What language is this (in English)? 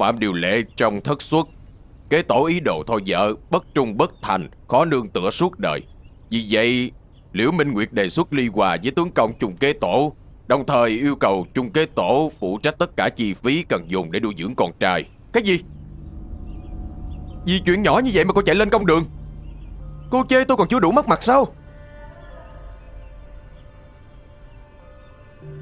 Vietnamese